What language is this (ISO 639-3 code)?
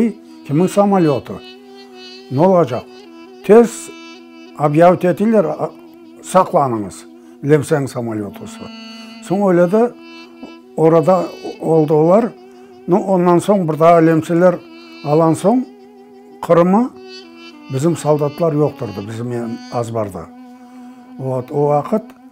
crh